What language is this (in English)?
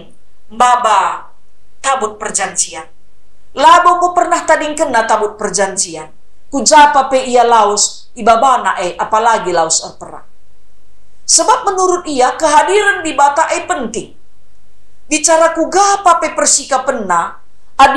Batak Karo